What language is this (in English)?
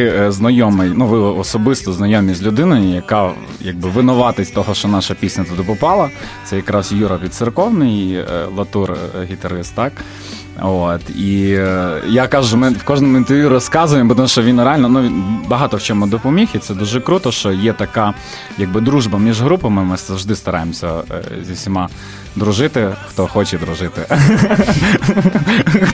Ukrainian